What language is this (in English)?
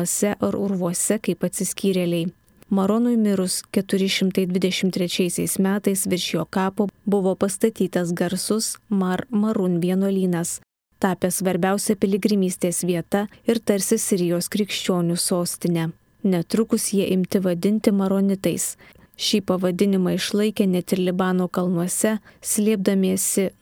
Lithuanian